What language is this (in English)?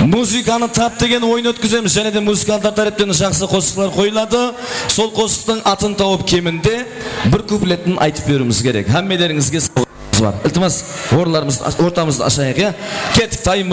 Kara-Kalpak